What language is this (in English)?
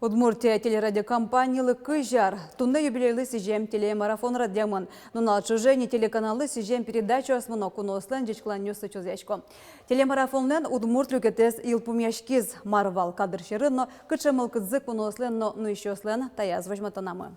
Udmurt